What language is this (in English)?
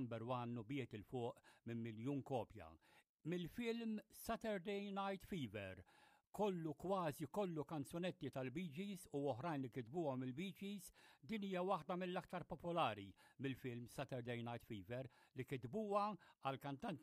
Maltese